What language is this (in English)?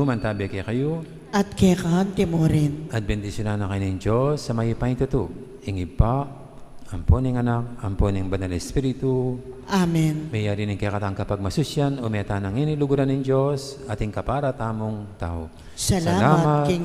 Pampanga